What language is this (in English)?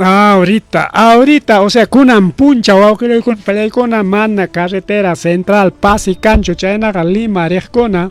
Ayacucho Quechua